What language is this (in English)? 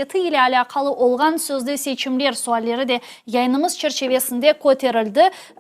Crimean Tatar